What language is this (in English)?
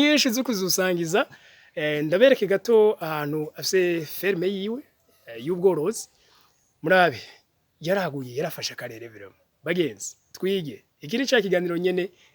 Rundi